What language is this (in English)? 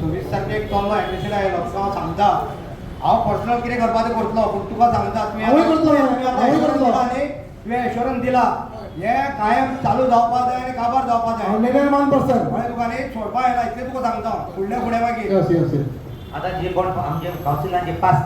Konkani